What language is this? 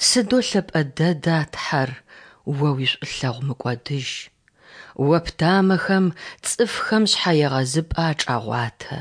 Adyghe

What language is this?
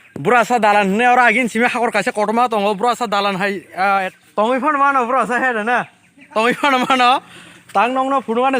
Kok Borok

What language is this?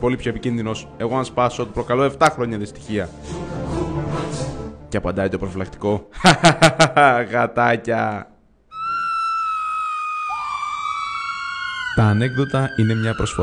Greek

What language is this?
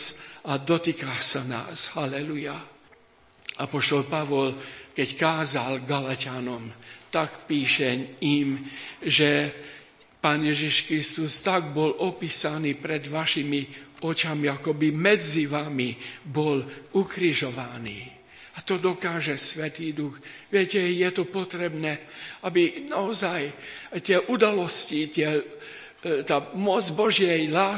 Slovak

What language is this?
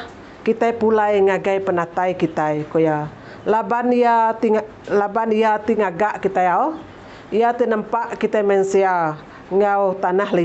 Iban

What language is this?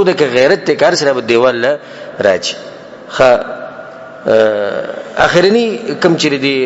Pashto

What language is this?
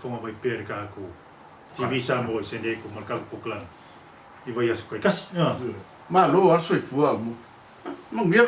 Samoan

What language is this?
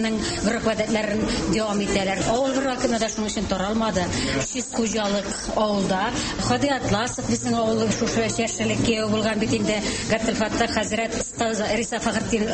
Tatar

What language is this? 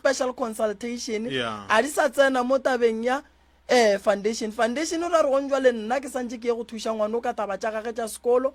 Northern Sotho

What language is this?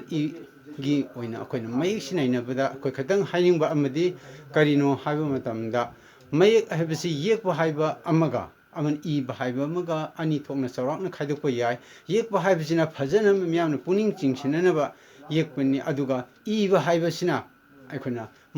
Manipuri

